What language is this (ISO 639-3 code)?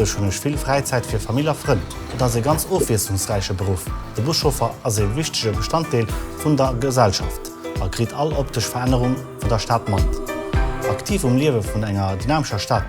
ltz